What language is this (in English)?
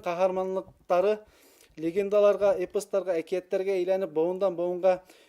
Bashkir